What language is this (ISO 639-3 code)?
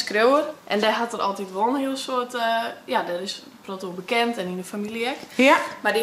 fry